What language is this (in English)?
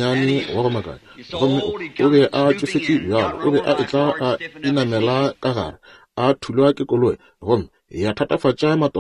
Northern Sotho